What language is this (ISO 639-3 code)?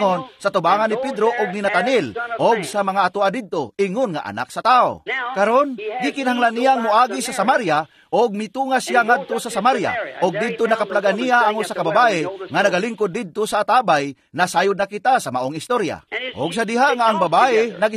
ceb